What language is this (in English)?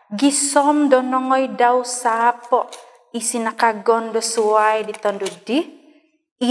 Central Dusun